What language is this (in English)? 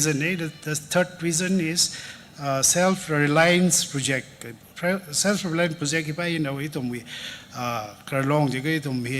Tangkhul Naga (India)